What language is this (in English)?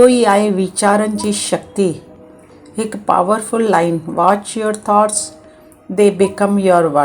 Sindhi